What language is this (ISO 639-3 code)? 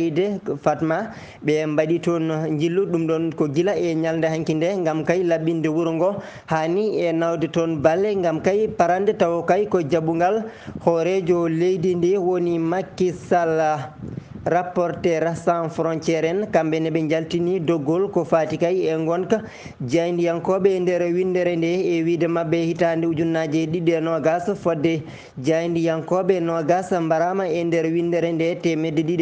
ful